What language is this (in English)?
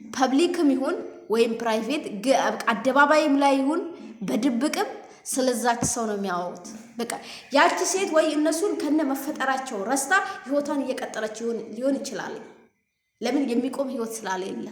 Amharic